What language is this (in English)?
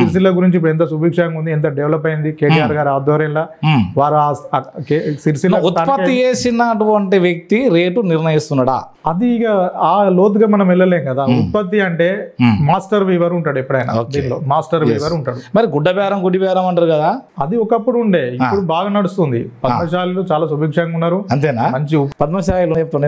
Telugu